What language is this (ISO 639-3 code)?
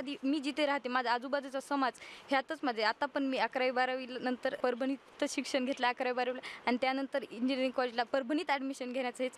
mar